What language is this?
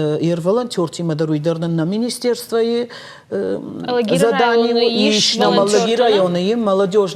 Ossetic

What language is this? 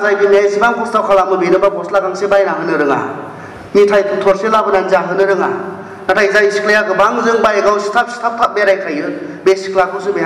Bodo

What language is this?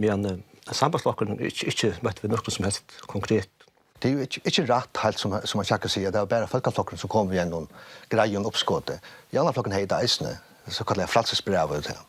Faroese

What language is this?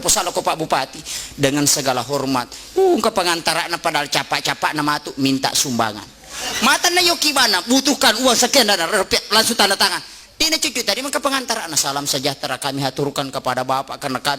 Buginese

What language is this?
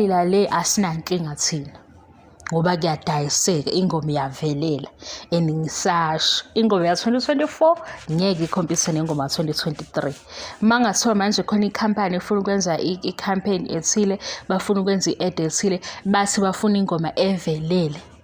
Zulu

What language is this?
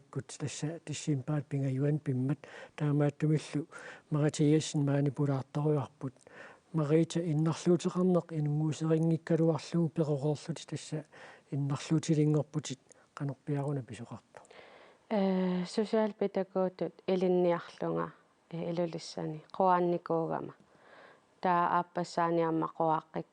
Kalaallisut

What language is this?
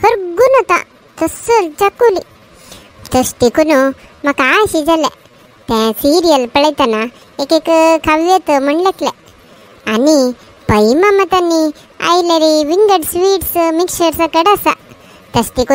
Konkani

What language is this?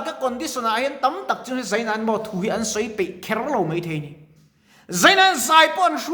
Mizo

